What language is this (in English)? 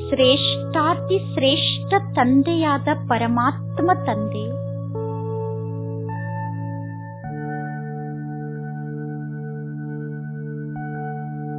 Kannada